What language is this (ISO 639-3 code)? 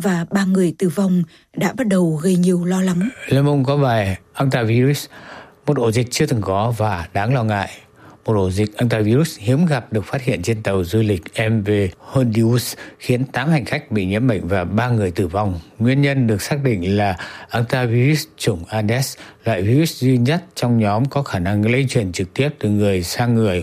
vie